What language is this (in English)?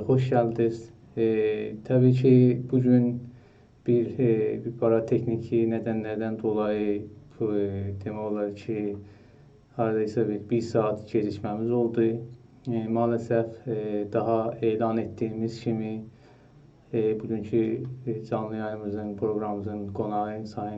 South Azerbaijani